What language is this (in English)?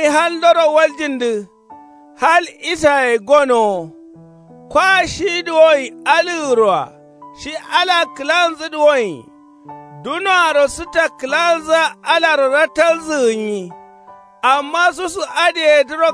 Kanuri